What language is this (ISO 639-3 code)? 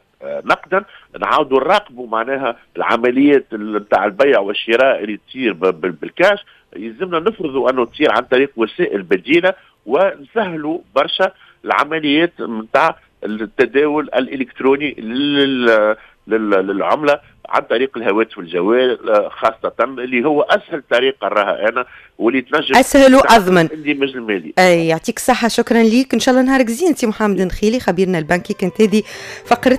aeb